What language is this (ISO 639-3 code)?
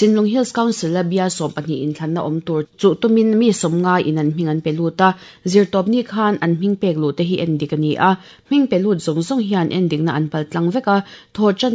lus